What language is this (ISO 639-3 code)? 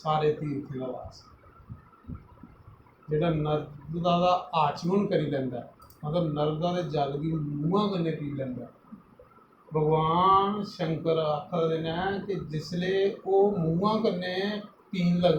doi